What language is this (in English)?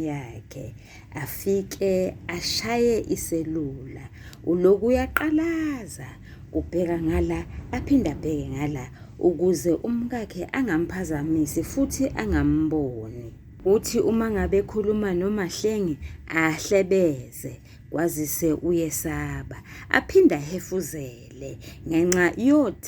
Zulu